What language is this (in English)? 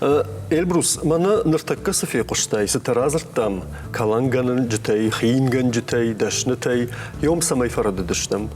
Ossetic